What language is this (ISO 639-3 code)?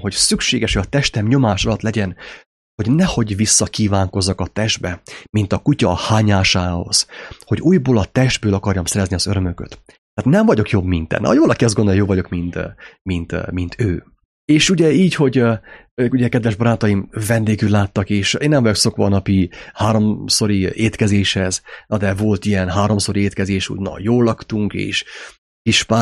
hun